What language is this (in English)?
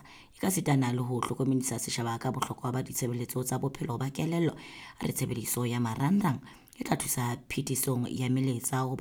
Southern Sotho